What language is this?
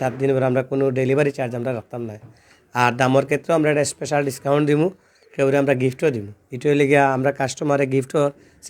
Sylheti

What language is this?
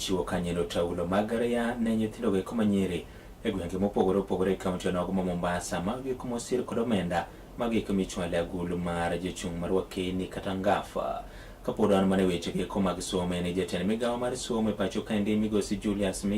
Luo (Kenya and Tanzania)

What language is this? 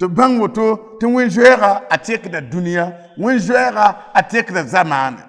Mossi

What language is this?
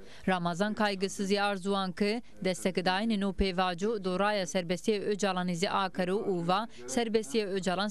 Zaza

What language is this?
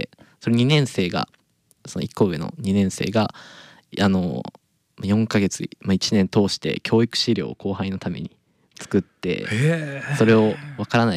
Japanese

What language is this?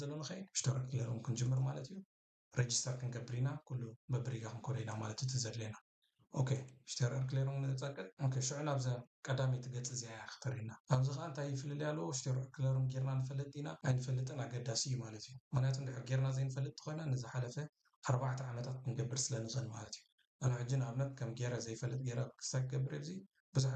Tigrinya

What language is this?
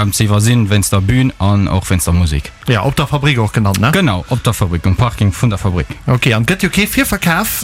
Luxembourgish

